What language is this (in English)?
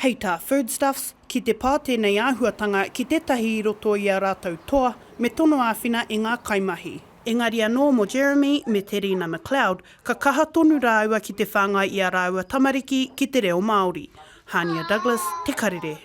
Māori